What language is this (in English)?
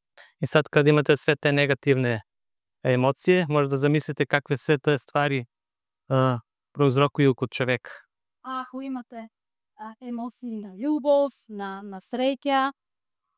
Macedonian